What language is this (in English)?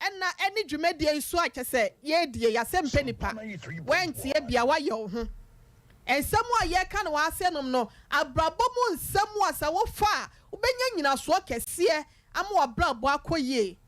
Akan